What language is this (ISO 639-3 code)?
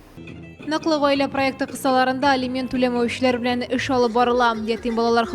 tat